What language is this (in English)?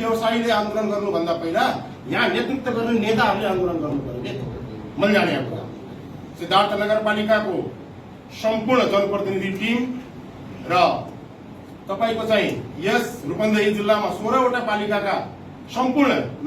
Nepali